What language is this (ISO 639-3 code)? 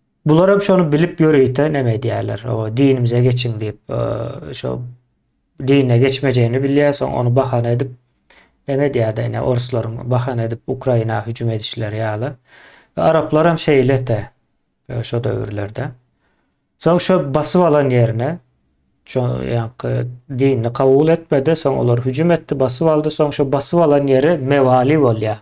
tuk